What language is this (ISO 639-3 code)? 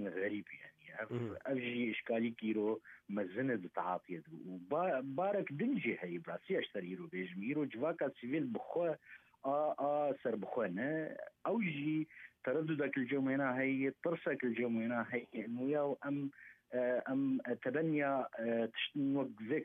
kur